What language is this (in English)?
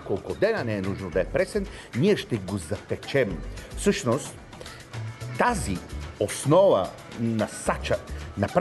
Bulgarian